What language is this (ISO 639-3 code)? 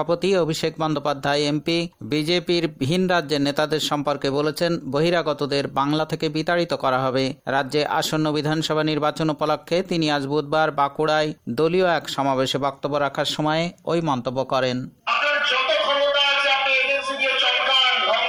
ben